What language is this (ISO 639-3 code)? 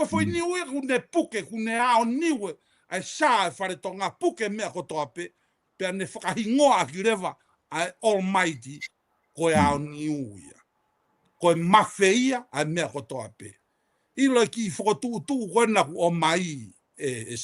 ton